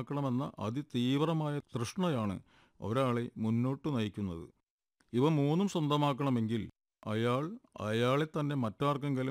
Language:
Malayalam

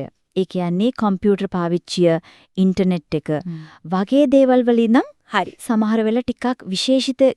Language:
Sinhala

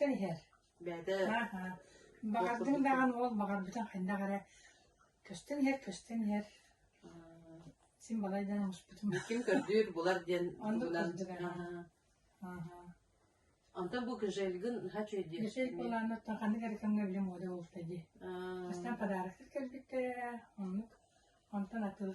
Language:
Yakut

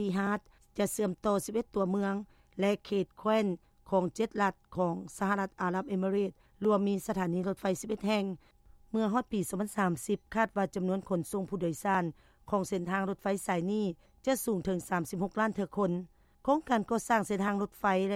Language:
Lao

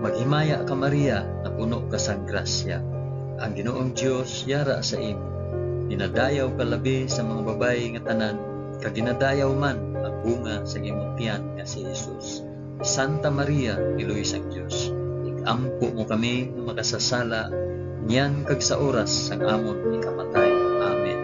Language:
Hiligaynon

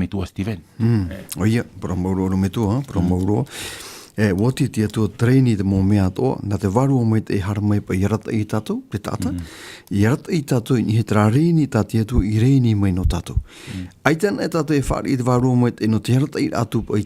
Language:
Tahitian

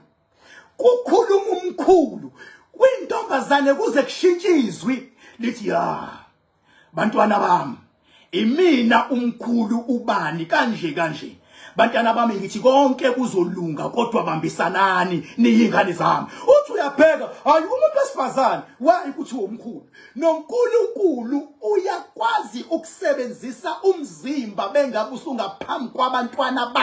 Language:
Zulu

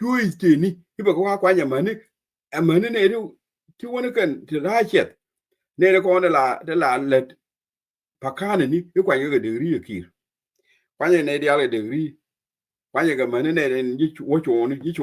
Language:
Nuer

